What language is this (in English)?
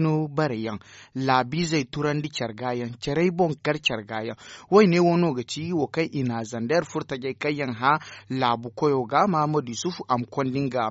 Zarma